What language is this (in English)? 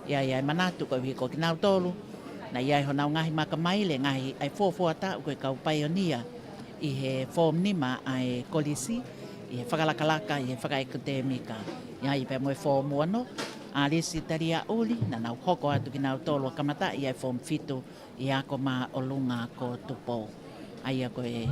Tongan